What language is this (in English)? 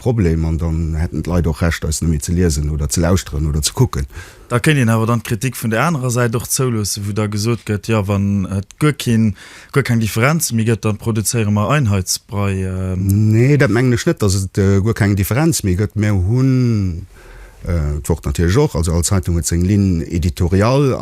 Luxembourgish